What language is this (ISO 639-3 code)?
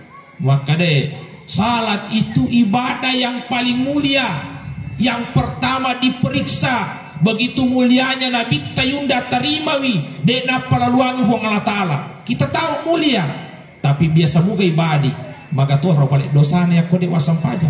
bug